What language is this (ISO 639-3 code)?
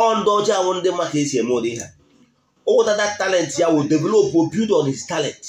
ibo